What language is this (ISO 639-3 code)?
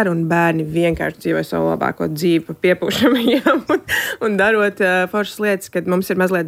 lav